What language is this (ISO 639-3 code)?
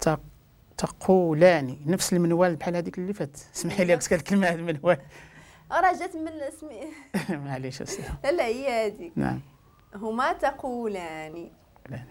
ary